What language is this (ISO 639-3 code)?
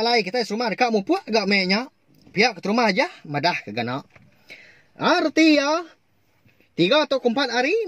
iba